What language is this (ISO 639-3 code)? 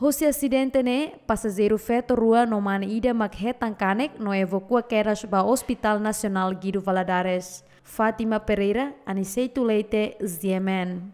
tet